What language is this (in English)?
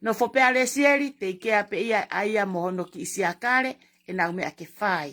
Tongan